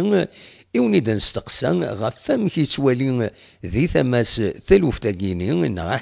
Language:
Kabyle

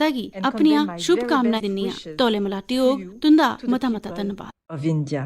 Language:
Dogri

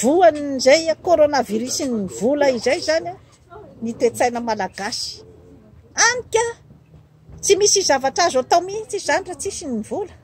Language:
Malagasy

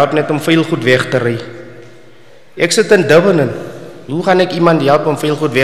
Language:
Afrikaans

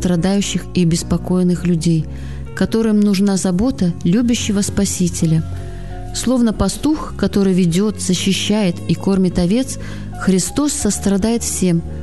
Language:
Russian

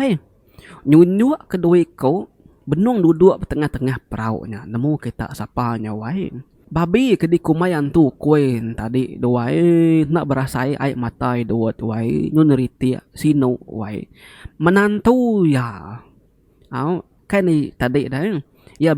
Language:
Iban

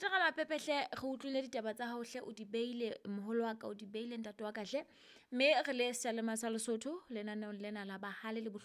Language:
Southern Sotho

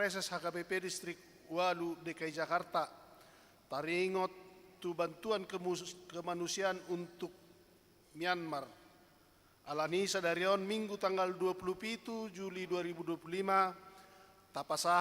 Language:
Batak Toba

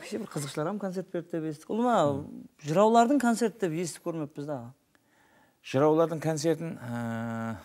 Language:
Kara-Kalpak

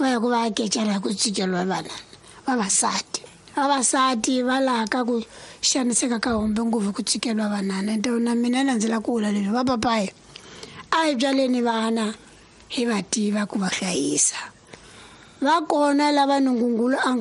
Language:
Tsonga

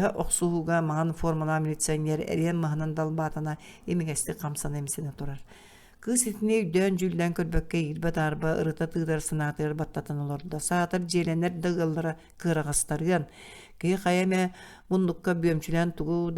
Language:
Yakut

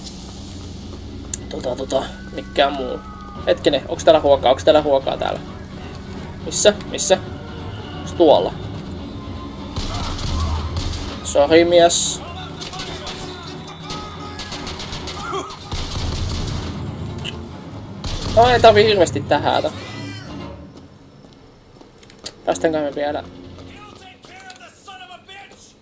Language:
Finnish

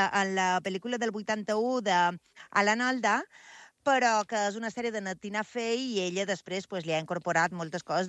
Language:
Catalan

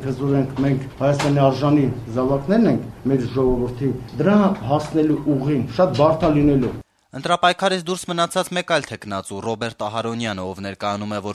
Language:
Armenian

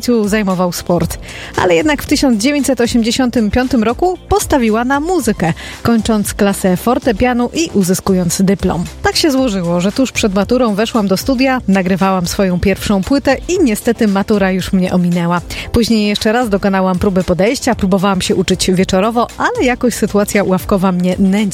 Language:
Polish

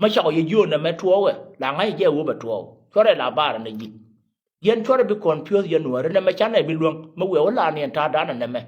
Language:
Nuer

